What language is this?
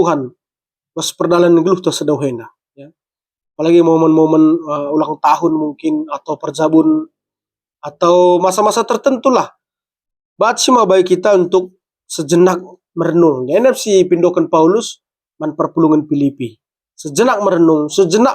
Batak Karo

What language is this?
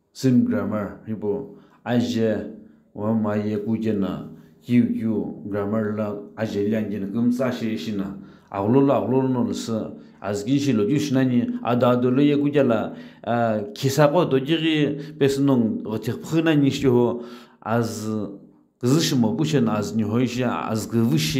Sumi Naga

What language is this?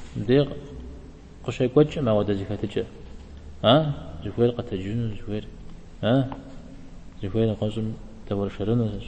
Kabardian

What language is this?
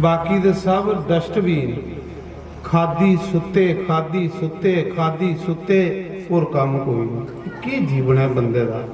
Dogri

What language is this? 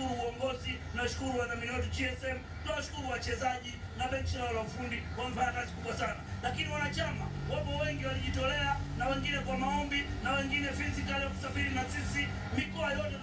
Swahili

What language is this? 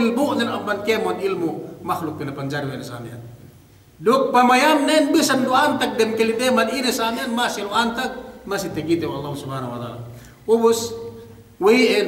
Yakan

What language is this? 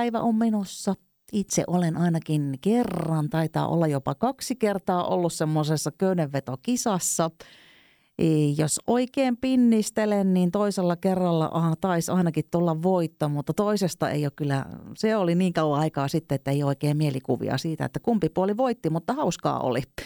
Finnish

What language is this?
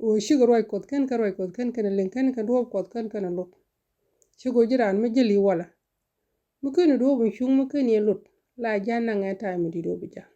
Nuer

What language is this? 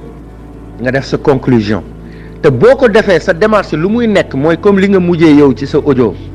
Wolof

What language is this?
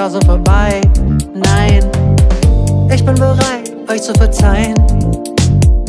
German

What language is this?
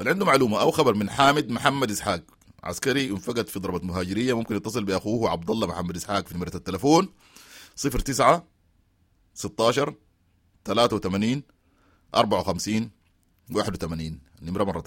Sudanese Arabic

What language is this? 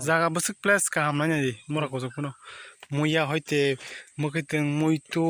Kok Borok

